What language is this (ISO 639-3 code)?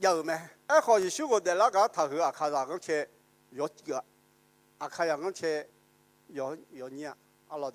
ahk